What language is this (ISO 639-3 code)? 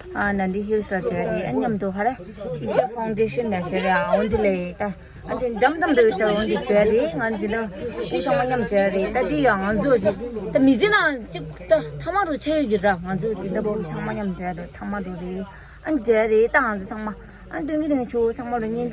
bod